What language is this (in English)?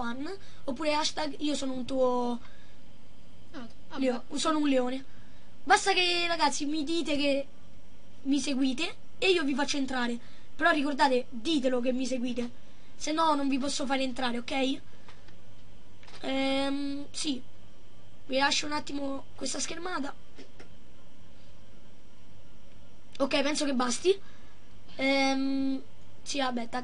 Italian